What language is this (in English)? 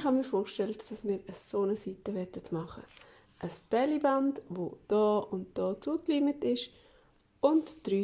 Swiss German